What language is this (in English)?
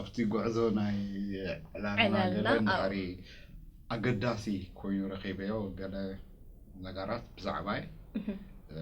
Tigrinya